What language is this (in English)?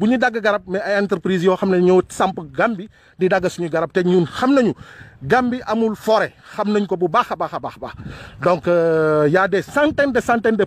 Wolof